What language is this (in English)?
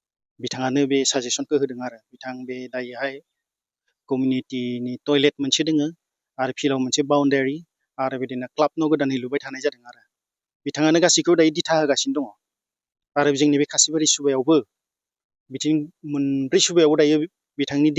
Bodo